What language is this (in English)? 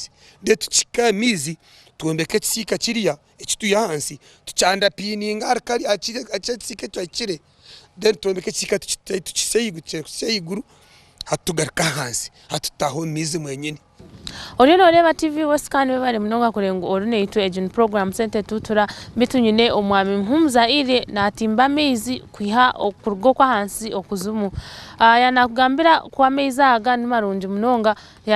Nyankole